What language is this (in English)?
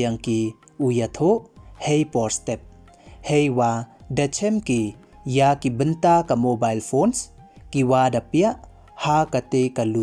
Pnar